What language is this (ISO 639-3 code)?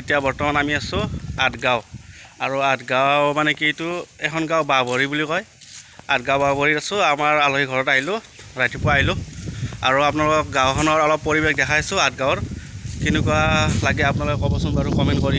asm